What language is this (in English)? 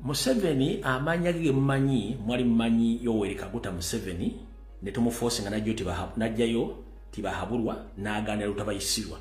Ganda